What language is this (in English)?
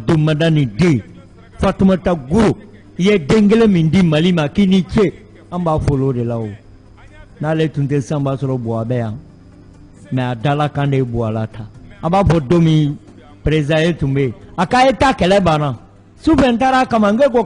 Bambara